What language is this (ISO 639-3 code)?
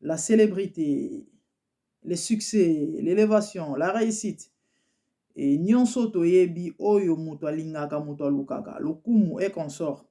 lin